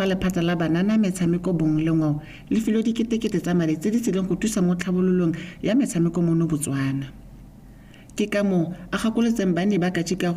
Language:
Tswana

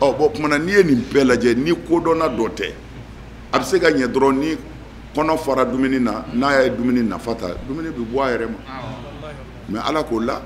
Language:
Bambara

